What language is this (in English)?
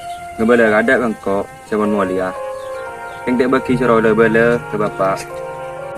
Madurese